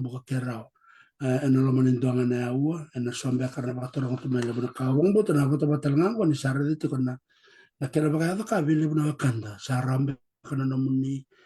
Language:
Fijian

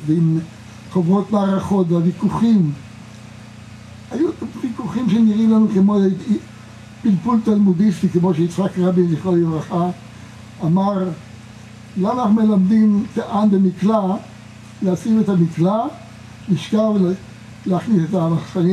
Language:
Hebrew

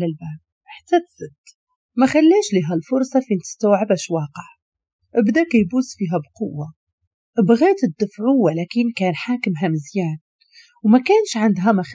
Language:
Moroccan Arabic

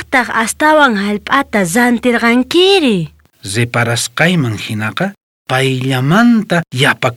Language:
South Bolivian Quechua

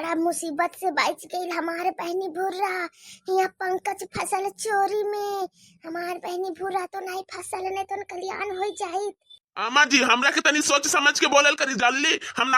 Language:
Bhojpuri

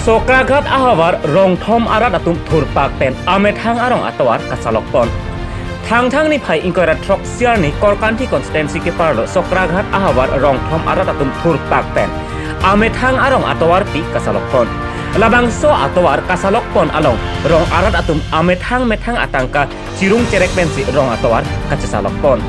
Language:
Karbi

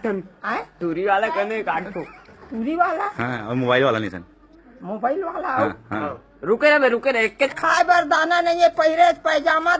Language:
Chhattisgarhi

